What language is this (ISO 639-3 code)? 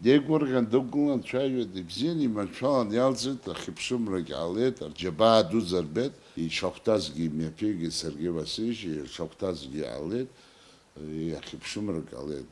abk